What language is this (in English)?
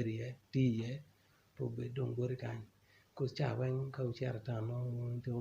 Acoli